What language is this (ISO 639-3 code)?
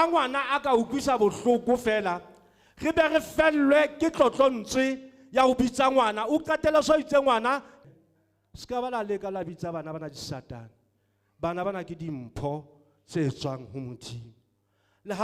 sot